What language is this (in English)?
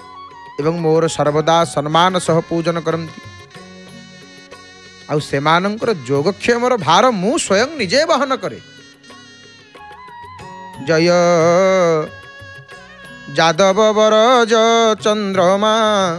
Odia